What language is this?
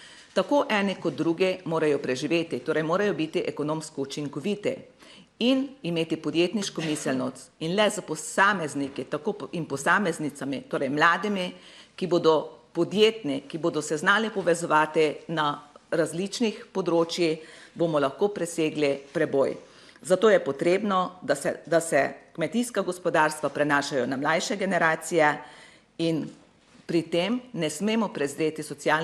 Slovenian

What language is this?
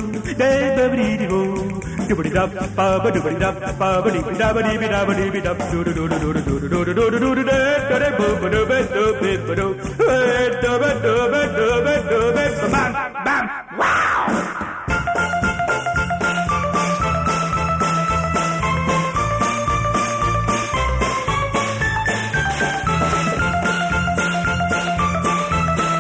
Hindi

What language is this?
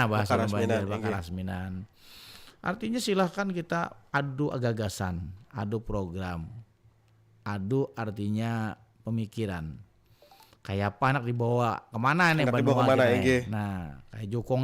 Banjar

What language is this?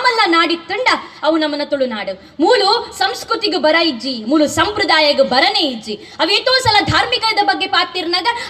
Tulu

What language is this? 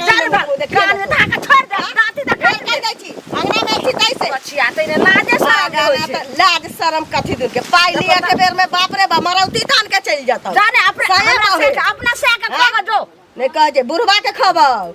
Maithili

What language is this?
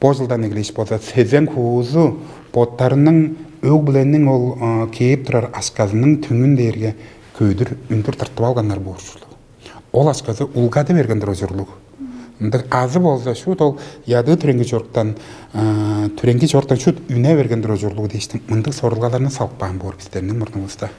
Tuvinian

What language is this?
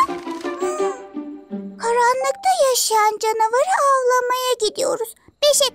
Turkish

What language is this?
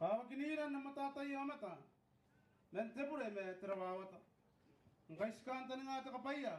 Gilbertese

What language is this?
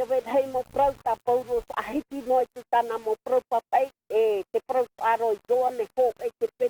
Tahitian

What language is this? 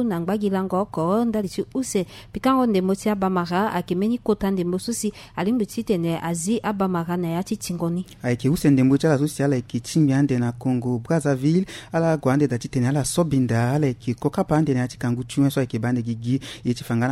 Sango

